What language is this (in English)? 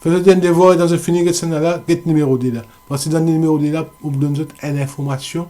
Morisyen